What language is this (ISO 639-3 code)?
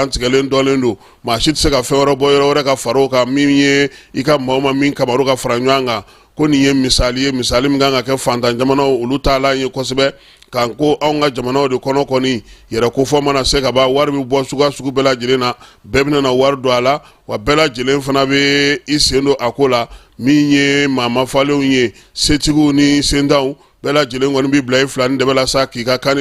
bam